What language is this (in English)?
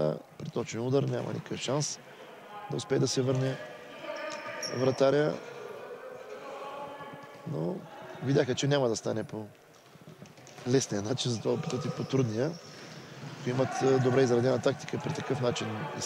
Bulgarian